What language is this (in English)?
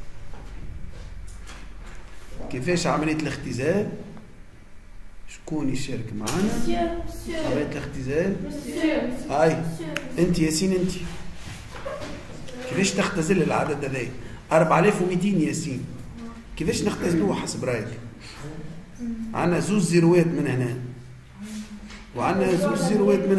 Tunisian Arabic